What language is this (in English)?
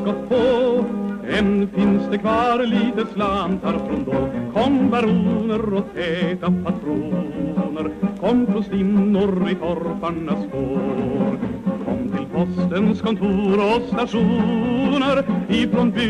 Swedish